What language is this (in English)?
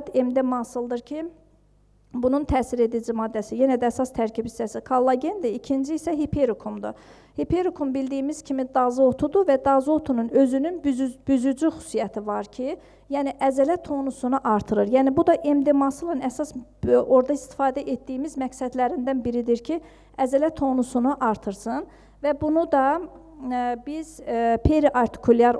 Azerbaijani